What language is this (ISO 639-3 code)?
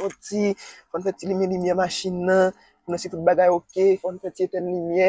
hat